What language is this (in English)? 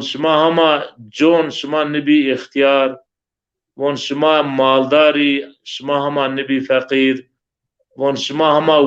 Zaza